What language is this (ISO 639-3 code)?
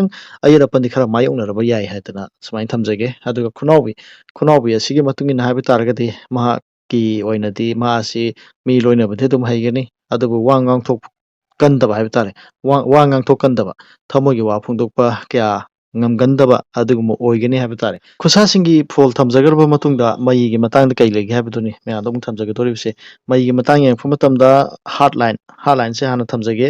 mni